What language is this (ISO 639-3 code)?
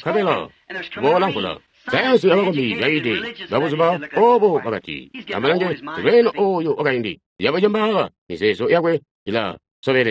toi